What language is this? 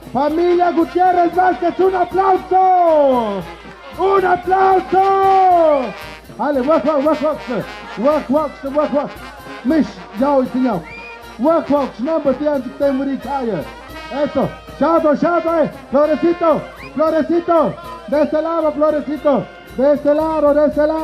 Tlahuitoltepec Mixe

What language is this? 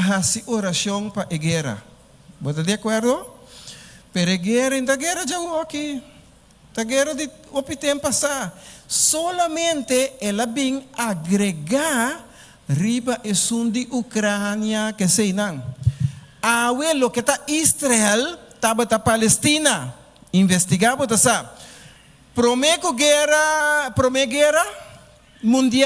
Papiamento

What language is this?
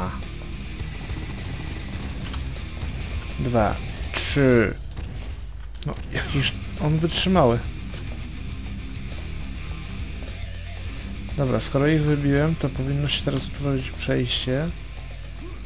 Polish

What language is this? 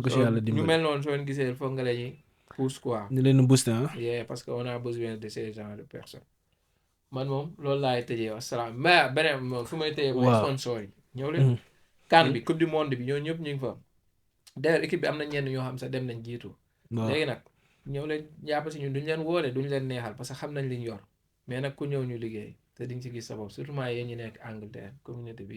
Wolof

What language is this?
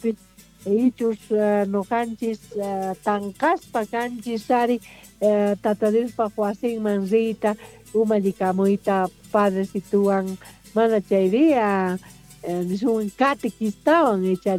Quechua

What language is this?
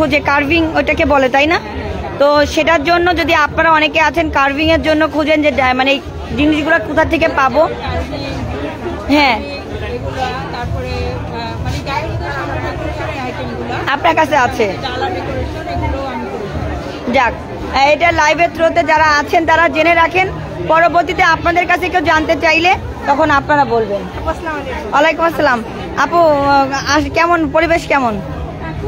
Bangla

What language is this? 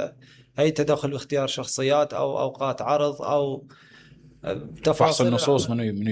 Mesopotamian Arabic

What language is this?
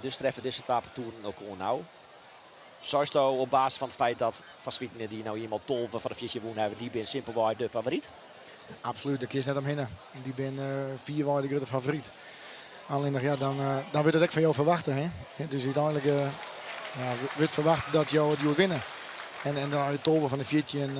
Western Frisian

